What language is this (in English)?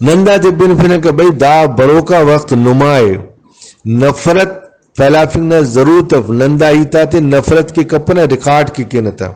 Brahui